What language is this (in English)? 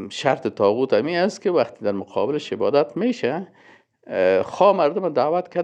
Persian